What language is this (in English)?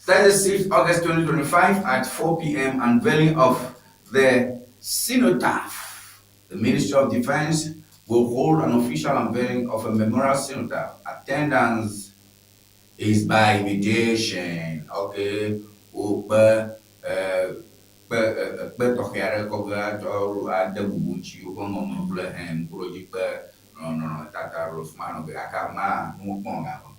Ewe